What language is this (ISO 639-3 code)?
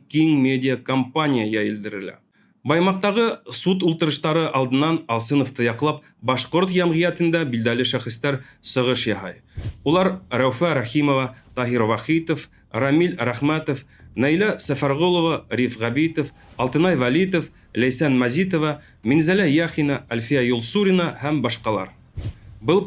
bak